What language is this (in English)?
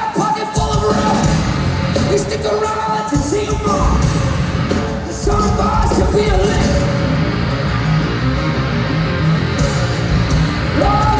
English